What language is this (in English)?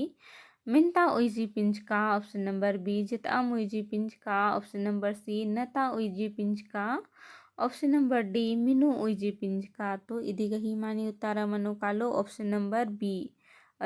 Kurukh